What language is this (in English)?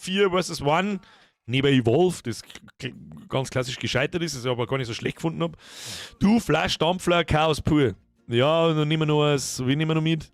Bavarian